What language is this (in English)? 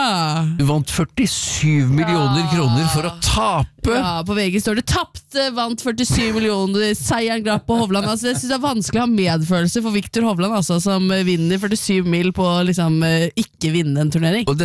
Norwegian